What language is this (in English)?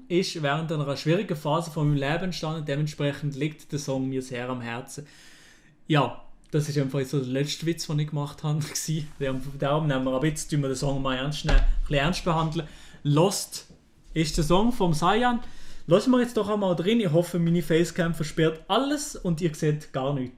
Swiss German